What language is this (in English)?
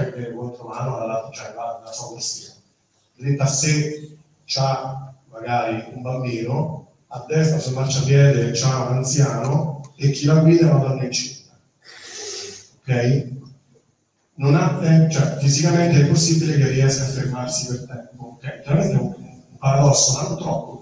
Italian